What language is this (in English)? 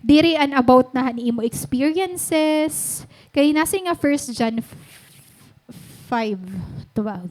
Waray